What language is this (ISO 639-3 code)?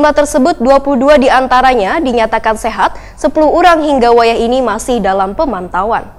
bjn